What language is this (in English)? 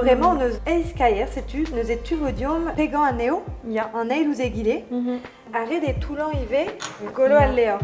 Breton